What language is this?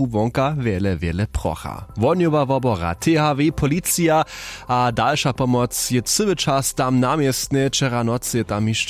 Upper Sorbian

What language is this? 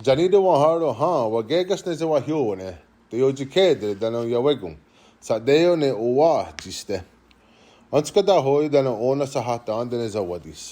Mohawk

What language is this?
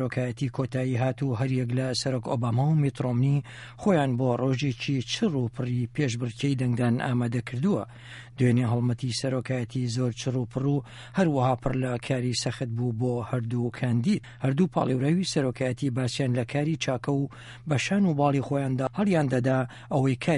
Central Kurdish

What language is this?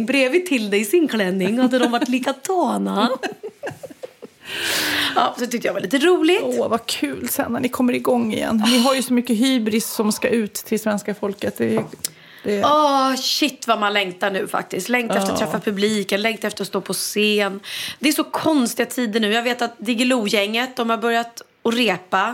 Swedish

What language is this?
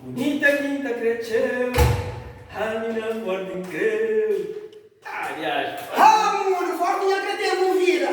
Kabuverdianu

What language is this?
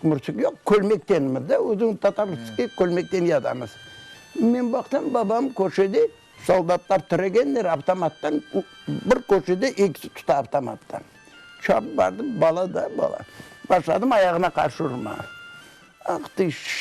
Crimean Tatar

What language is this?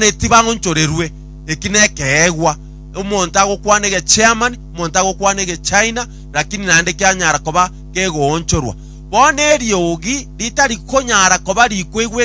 Gusii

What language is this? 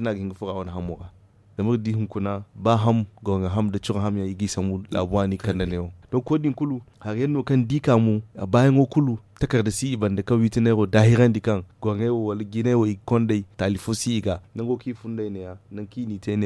Zarma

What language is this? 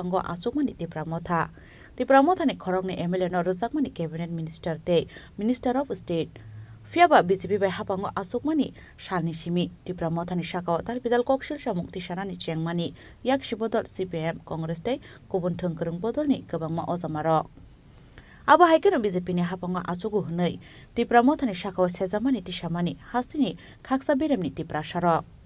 Kok Borok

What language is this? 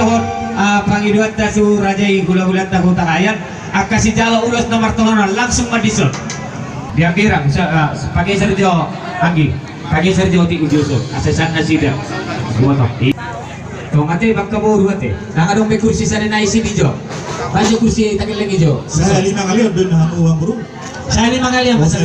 Batak Toba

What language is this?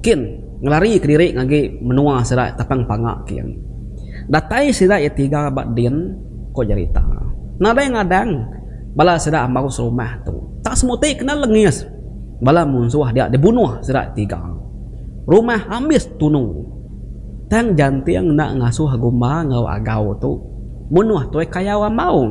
Iban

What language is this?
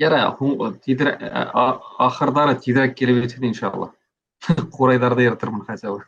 Bashkir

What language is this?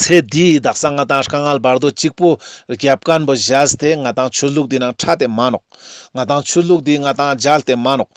Ladakhi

